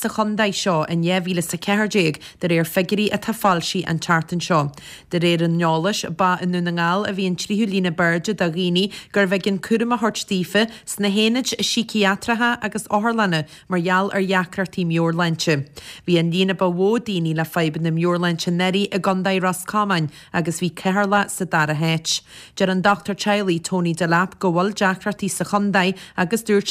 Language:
Irish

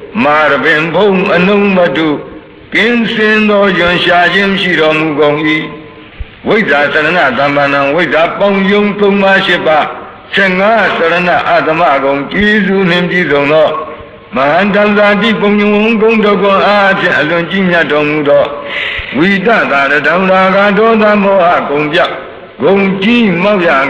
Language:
Burmese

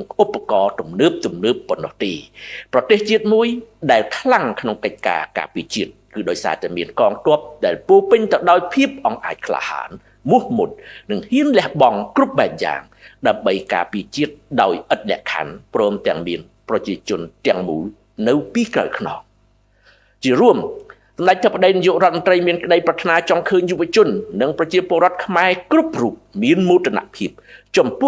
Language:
Khmer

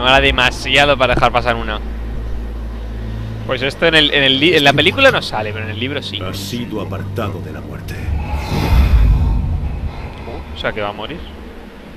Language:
Spanish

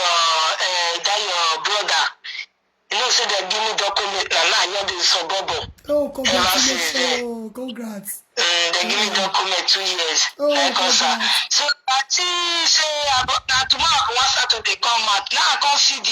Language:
Nigerian Pidgin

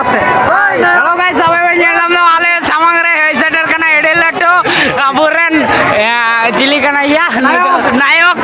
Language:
Santali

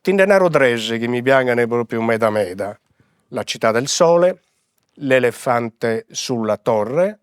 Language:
Sardinian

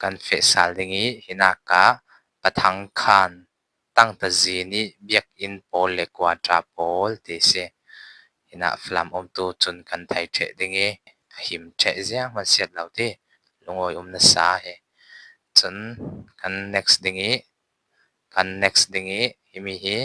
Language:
Falam Chin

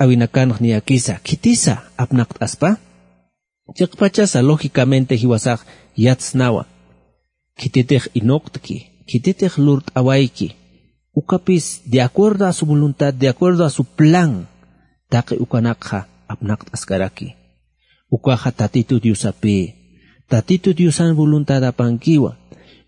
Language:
Aymara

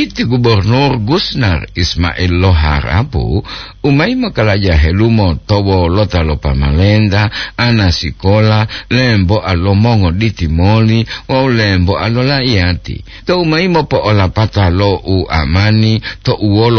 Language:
Gorontalo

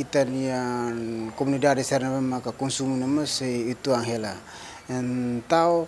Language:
Tetum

